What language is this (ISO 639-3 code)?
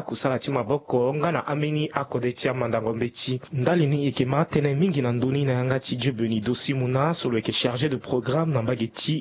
sag